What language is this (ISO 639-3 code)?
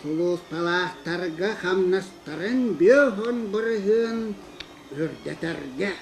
sah